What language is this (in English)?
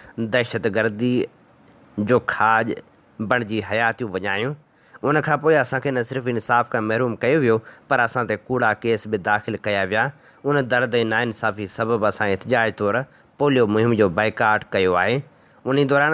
Sindhi